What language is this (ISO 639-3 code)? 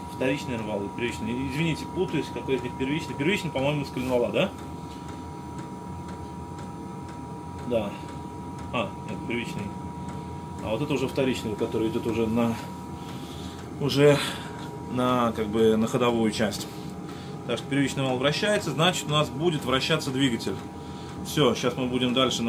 rus